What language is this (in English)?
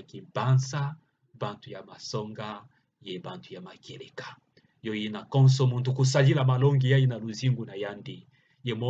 Kituba (Democratic Republic of Congo)